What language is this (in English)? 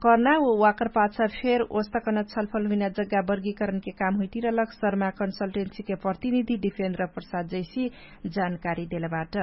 Dangaura Tharu